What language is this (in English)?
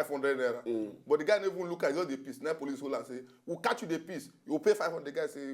Nigerian Pidgin